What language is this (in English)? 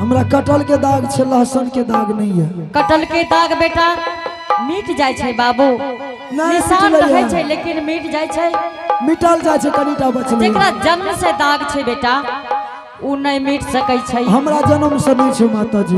Angika